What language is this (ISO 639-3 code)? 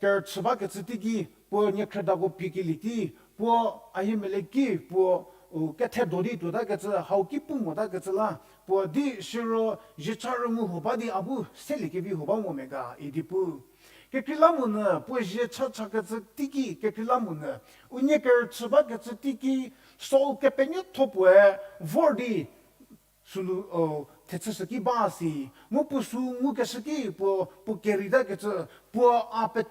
njm